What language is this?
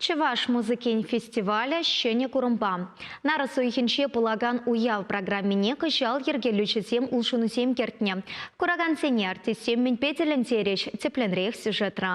Chuvash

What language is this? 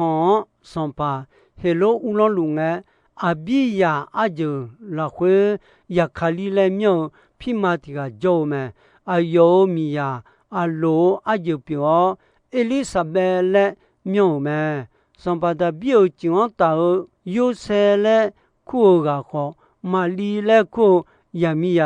Akha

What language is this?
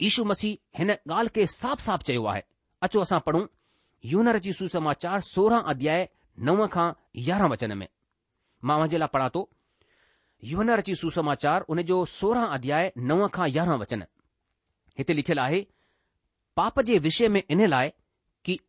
Sindhi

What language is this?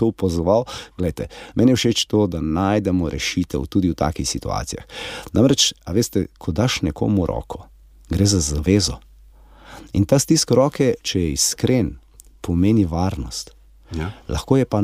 Slovenian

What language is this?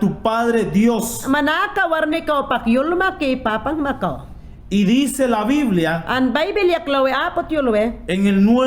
Mayangna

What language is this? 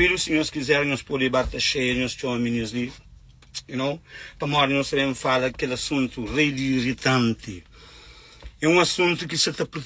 Kabuverdianu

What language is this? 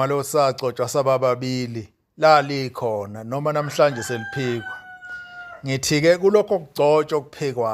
Zulu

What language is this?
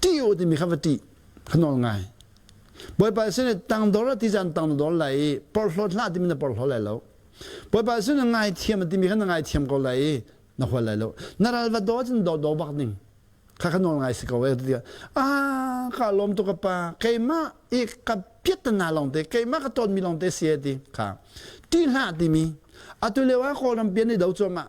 Hakha Chin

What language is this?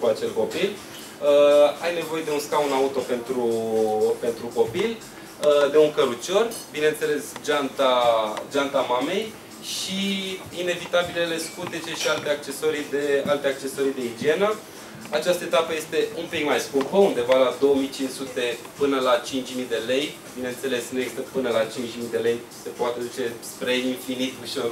Romanian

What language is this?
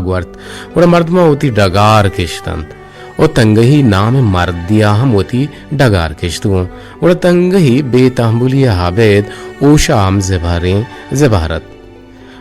Eastern Balochi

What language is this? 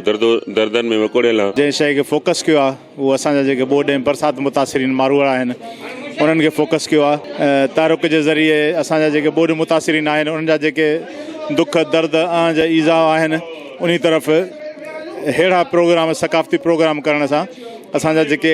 Sindhi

